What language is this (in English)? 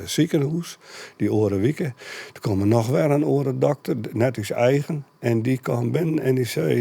Western Frisian